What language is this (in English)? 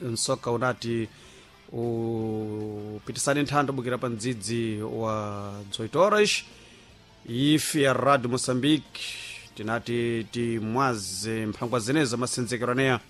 Sena